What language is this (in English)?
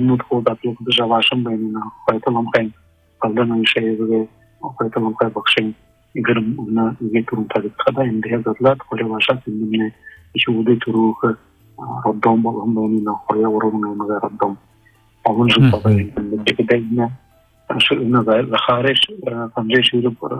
Buriat